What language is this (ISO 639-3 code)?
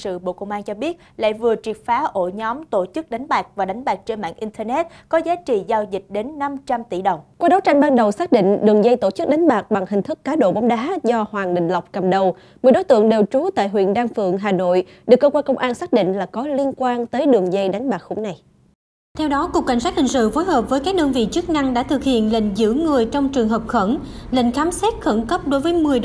vie